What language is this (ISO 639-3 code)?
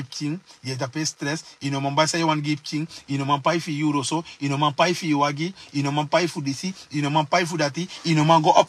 srn